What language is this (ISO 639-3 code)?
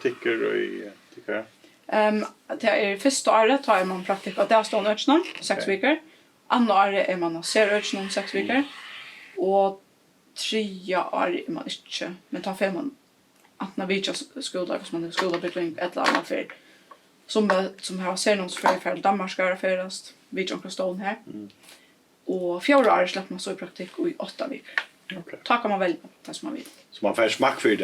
fao